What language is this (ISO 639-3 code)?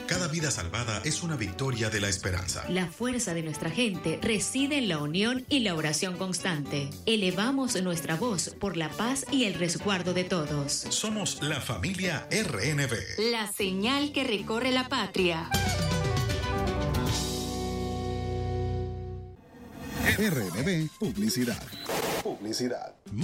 spa